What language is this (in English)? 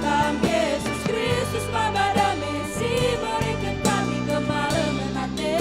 Batak Karo